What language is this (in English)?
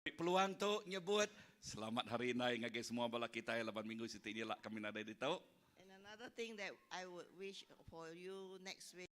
Iban